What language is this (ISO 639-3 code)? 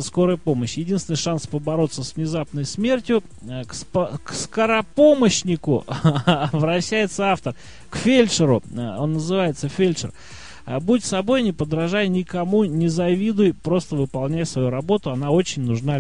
rus